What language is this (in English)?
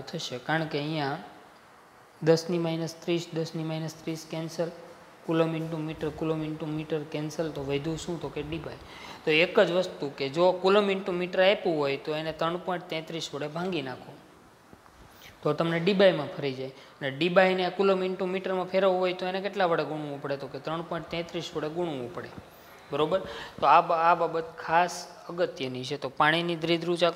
Gujarati